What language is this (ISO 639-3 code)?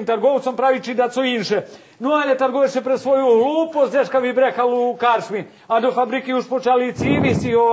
rue